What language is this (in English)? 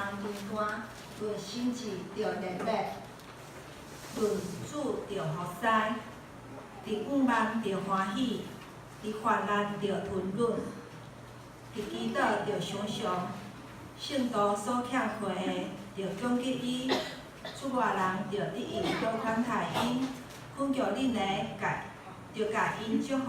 Min Nan Chinese